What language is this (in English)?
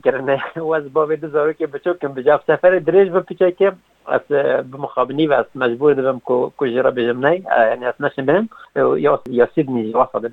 Kurdish